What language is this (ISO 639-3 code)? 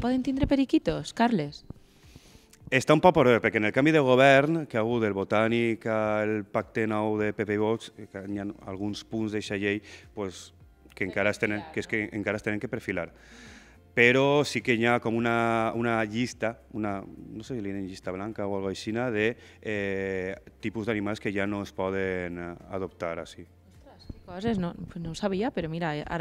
cat